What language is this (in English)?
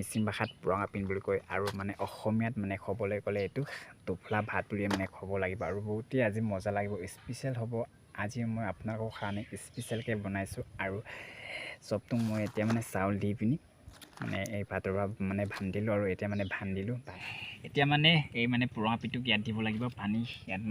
Assamese